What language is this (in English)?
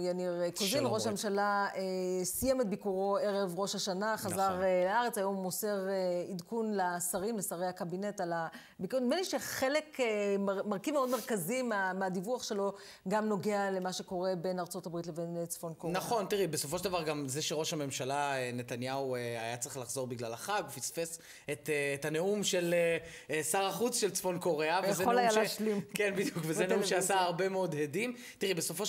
Hebrew